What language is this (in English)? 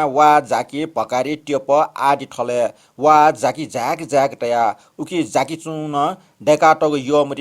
Newari